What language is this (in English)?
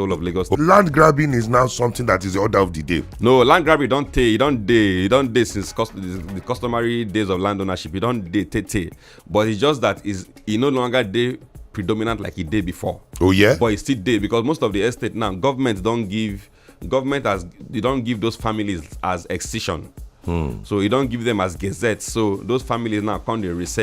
Nigerian Pidgin